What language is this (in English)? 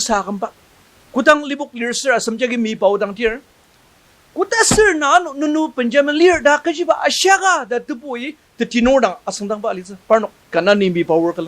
Ao Naga